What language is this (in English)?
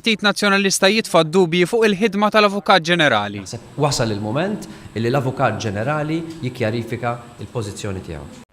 Maltese